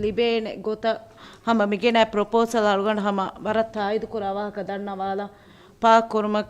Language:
Divehi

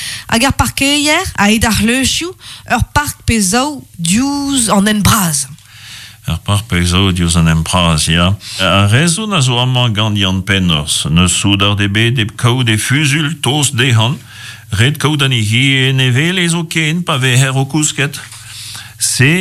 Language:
Breton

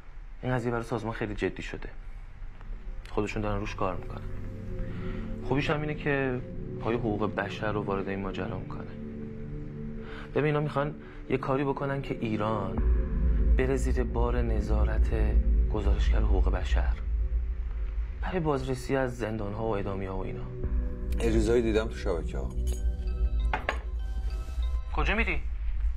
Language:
Persian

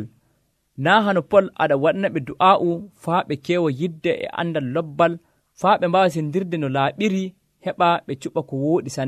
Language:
Nigerian Fulfulde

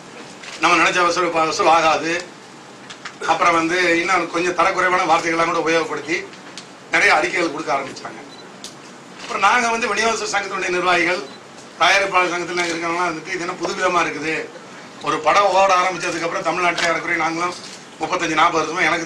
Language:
Tamil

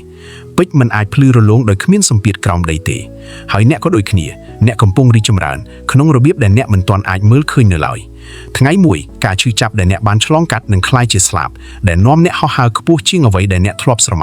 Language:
Khmer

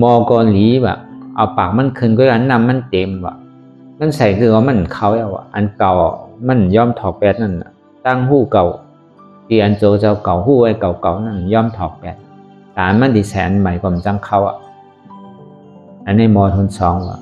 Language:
Shan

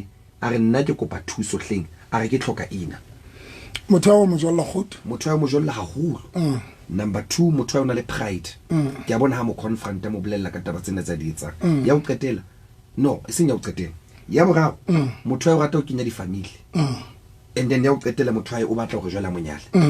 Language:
Southern Sotho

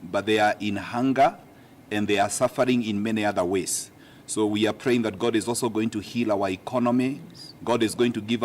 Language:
Kamba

